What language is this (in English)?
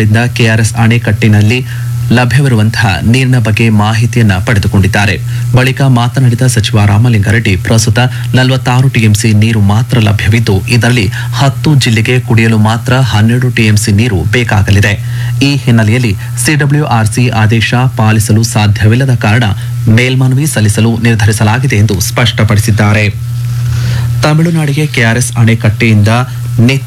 Kannada